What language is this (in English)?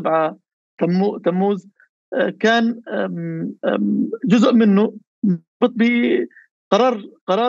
North Levantine Arabic